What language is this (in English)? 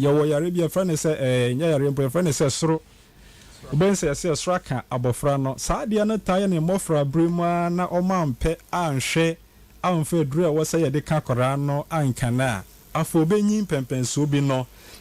Akan